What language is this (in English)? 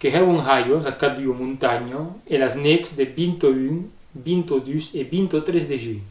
Occitan